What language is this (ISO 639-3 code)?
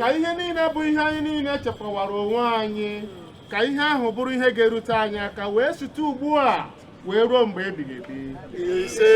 ibo